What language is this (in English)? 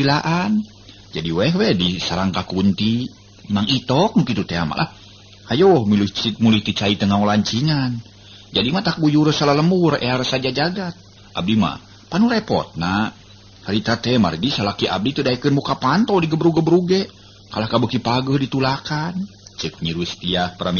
Sundanese